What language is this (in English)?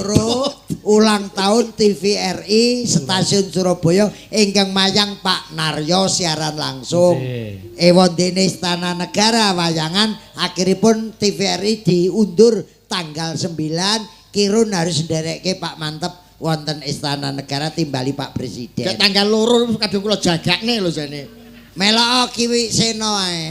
Javanese